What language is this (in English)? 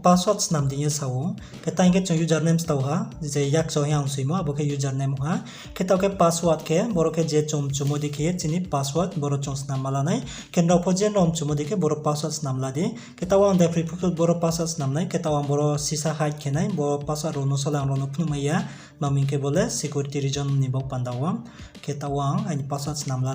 Riang (India)